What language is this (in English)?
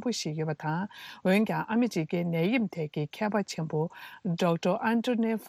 Tibetan